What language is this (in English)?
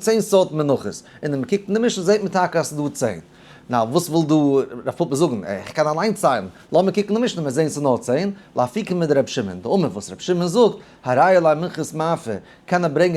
Yiddish